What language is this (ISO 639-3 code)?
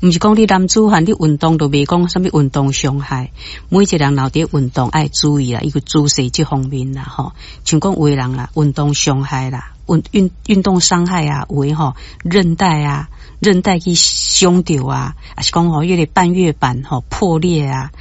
nan